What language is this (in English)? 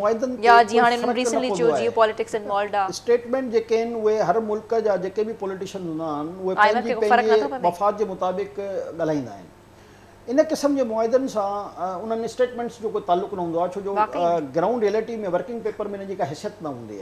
Sindhi